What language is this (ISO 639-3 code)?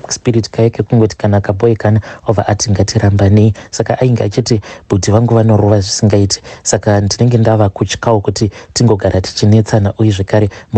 sna